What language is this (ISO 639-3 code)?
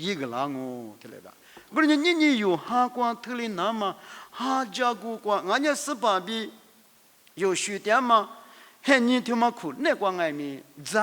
lis